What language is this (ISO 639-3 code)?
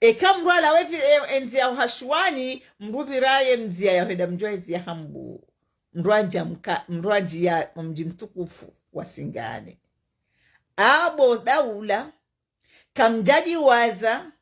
zdj